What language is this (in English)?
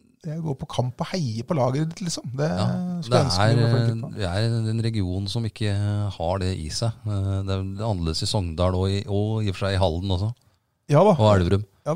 Norwegian